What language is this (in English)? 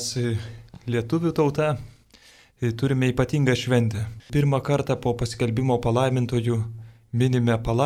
Lithuanian